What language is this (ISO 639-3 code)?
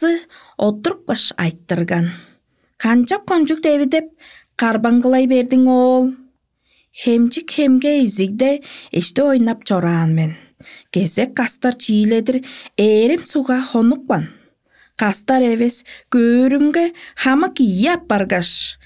tyv